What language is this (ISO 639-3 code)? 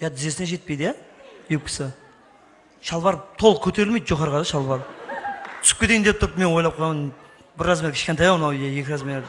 kaa